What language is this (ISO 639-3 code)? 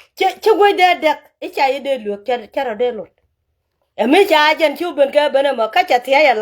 nus